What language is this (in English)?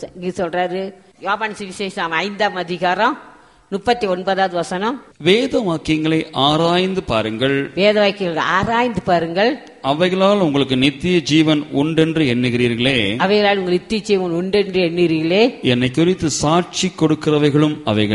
Tamil